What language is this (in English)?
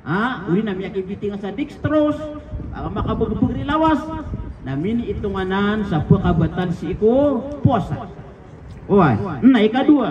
Maranao